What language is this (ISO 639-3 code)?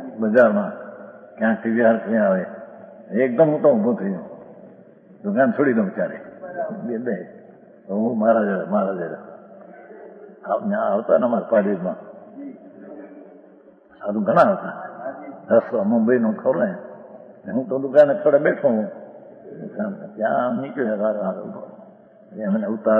guj